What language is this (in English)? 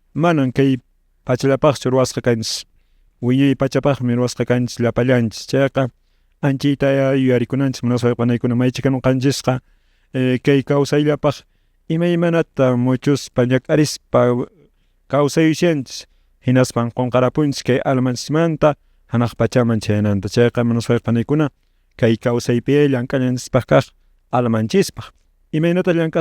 Quechua